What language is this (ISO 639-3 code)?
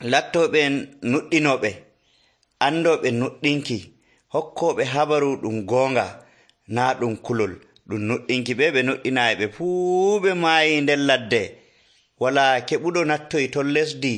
fuv